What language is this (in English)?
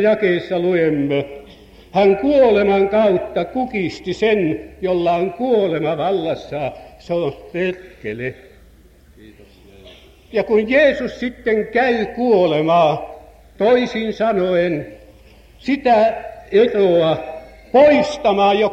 Finnish